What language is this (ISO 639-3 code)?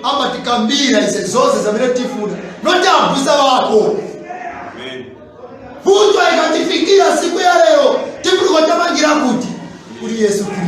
nya